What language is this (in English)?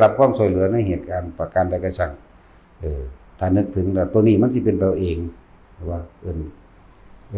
Northeastern Thai